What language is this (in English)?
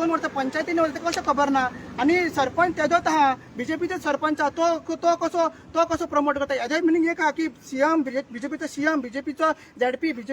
Konkani